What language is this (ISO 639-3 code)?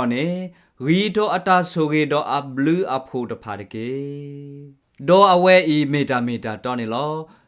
ksw